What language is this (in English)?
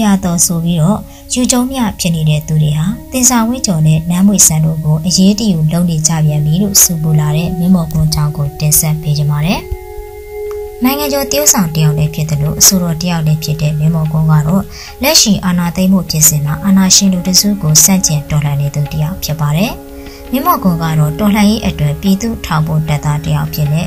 Burmese